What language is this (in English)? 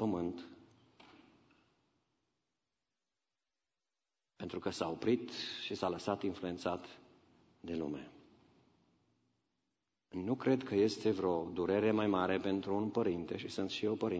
Romanian